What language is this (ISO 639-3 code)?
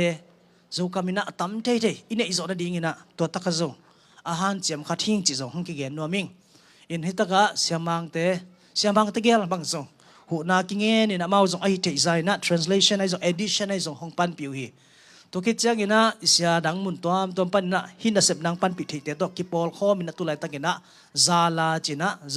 ctd